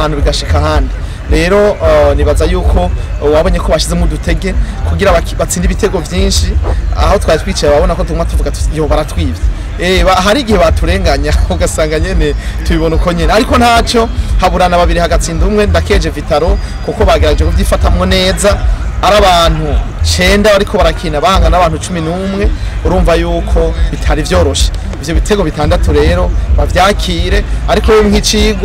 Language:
Rundi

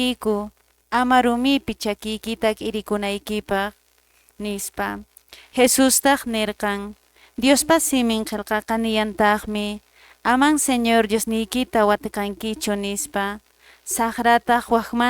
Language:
Quechua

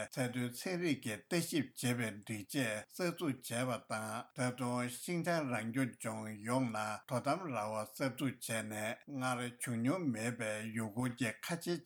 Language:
Tibetan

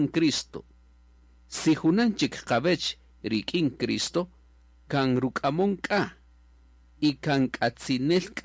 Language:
Kaqchikel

